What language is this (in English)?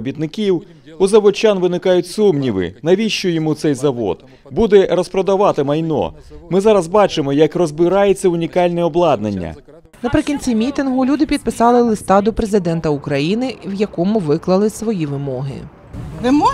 Ukrainian